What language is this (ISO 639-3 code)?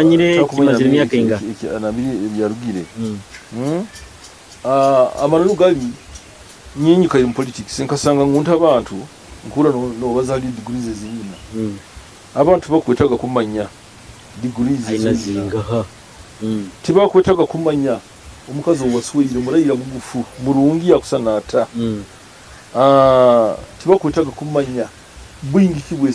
nyo